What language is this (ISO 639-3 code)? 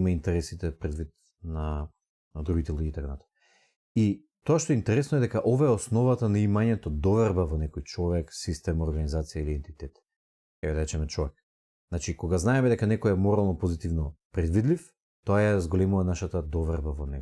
mkd